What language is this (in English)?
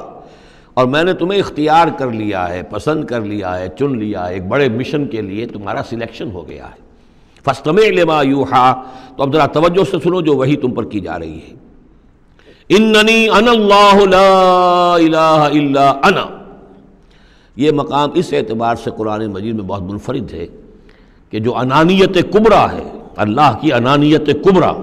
Urdu